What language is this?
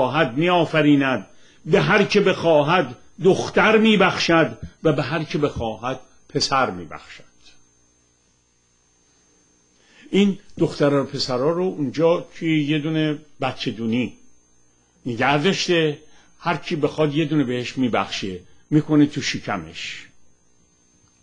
Persian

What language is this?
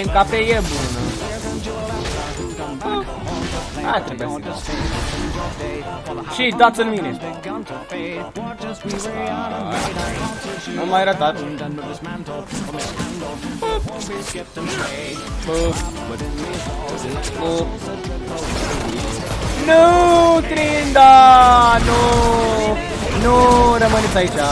Romanian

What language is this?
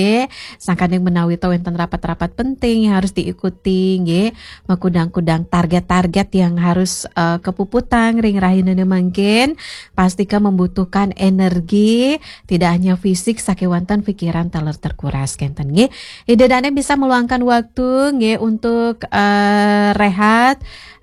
Balinese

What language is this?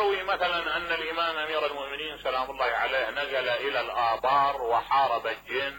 Mesopotamian Arabic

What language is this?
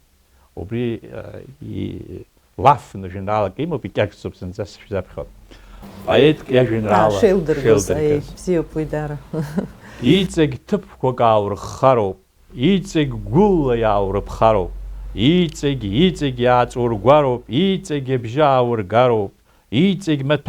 Abkhazian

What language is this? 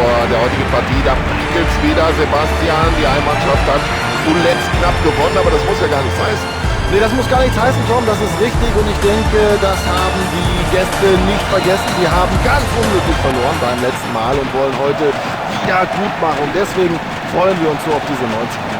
Bavarian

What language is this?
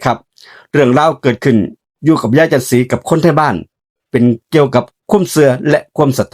Lao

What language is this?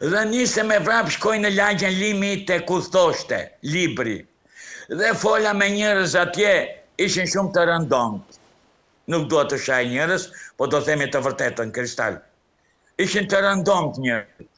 Albanian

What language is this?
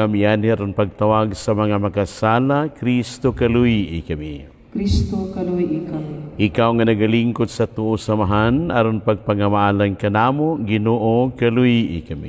Cebuano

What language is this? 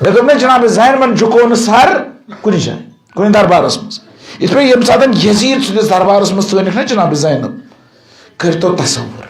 Kashmiri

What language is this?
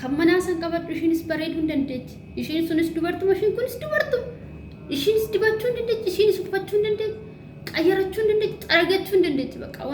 Oromo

